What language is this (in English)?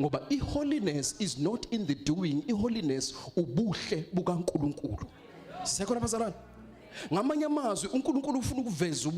Zulu